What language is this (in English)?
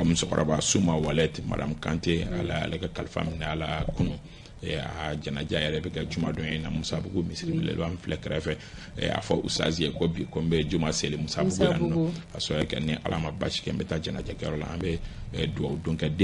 Bambara